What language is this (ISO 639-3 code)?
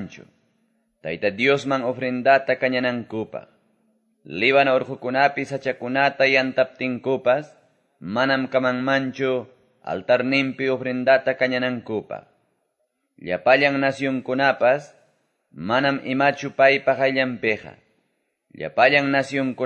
que